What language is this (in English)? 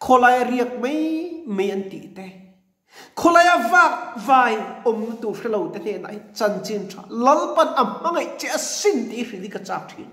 Mizo